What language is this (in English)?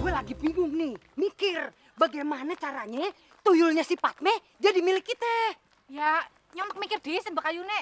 Betawi